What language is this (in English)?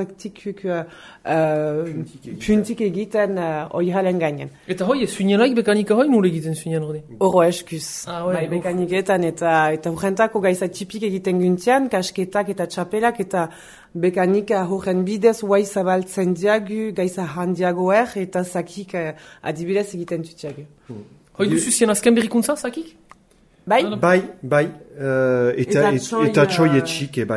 Basque